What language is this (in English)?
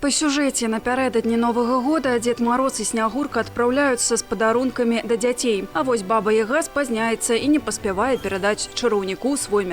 Belarusian